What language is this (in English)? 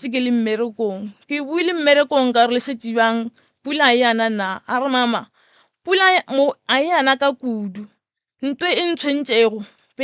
Northern Sotho